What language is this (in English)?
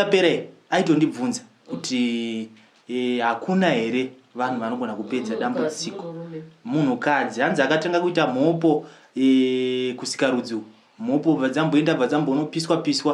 Shona